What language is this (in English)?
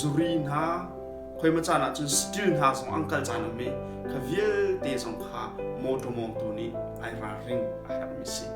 Hakha Chin